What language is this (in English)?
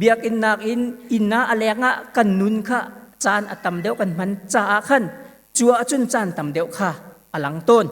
Hakha Chin